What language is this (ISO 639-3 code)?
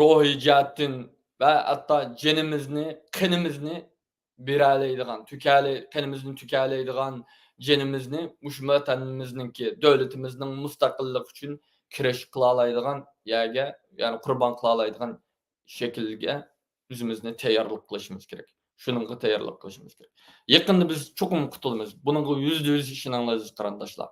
uig